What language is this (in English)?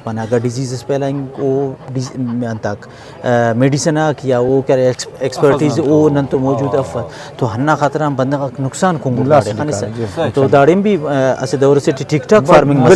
Brahui